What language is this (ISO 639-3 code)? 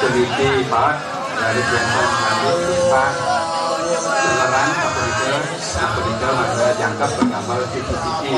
ban